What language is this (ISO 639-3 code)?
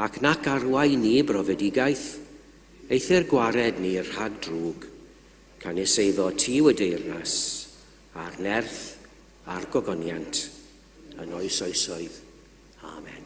cym